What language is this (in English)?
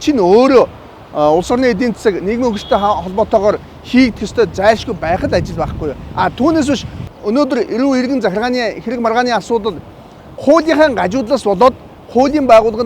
Mongolian